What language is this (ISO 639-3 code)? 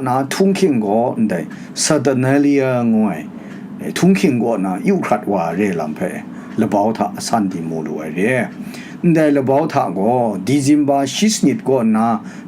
kac